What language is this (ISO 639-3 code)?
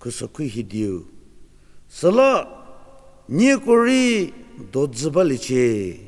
njm